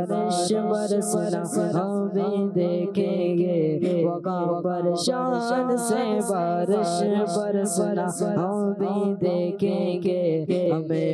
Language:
Urdu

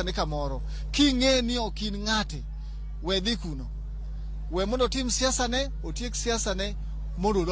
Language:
Luo (Kenya and Tanzania)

